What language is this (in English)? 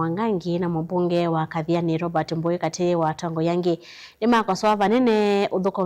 Kamba